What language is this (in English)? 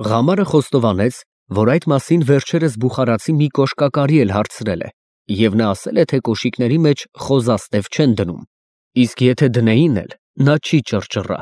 Armenian